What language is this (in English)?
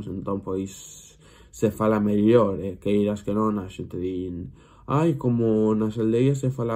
Galician